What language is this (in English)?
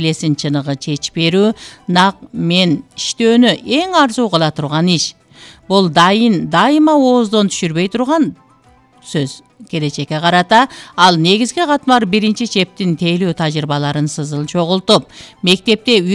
Kyrgyz